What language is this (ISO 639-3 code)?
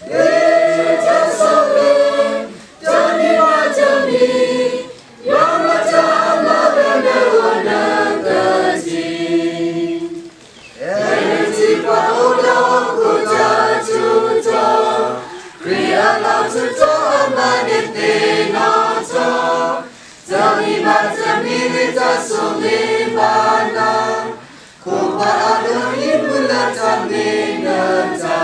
ksw